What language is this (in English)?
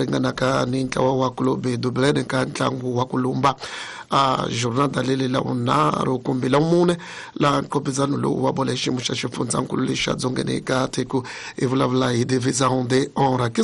Tsonga